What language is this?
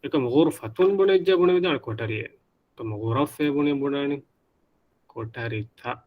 Divehi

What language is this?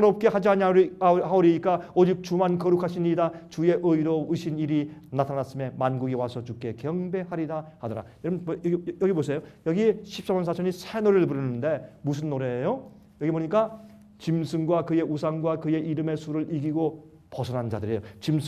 Korean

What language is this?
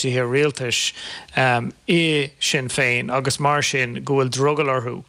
Irish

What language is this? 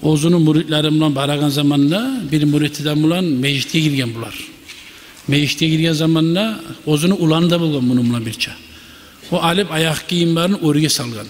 Kumyk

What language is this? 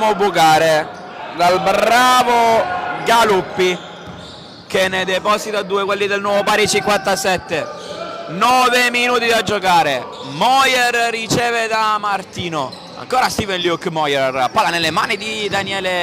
Italian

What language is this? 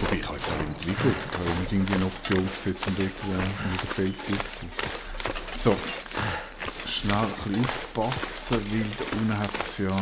Swiss German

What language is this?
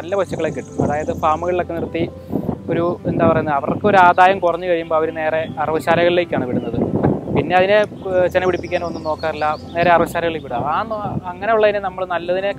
Malayalam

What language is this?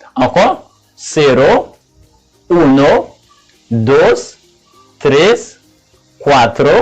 Haitian Creole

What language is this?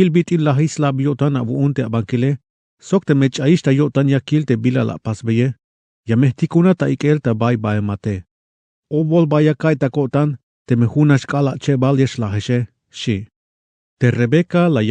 Tzeltal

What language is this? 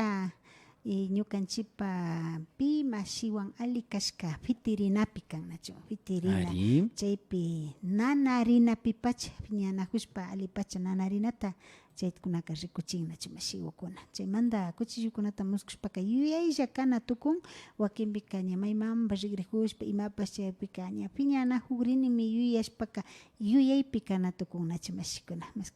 Imbabura Highland Quichua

